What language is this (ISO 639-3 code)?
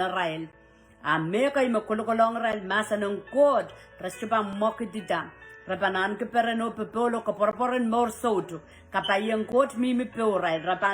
pon